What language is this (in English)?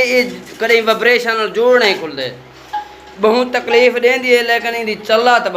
Saraiki